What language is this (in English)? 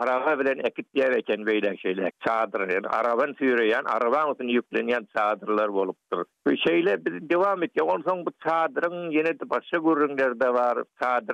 Turkmen